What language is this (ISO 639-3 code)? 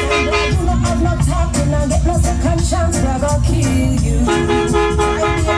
jam